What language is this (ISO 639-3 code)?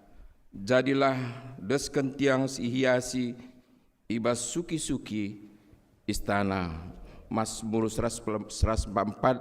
btx